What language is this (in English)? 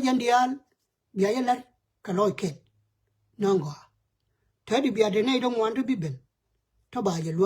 Nuer